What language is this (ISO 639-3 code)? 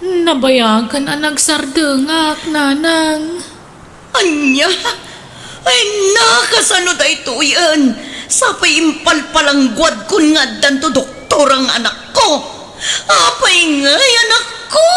ilo